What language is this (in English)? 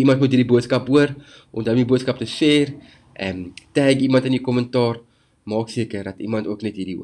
Afrikaans